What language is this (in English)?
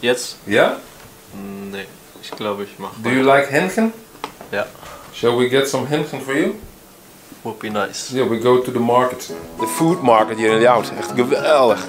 Western Frisian